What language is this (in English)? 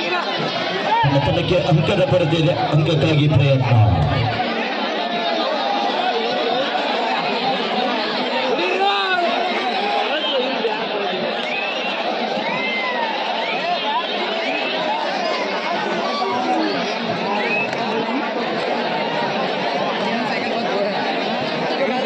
Kannada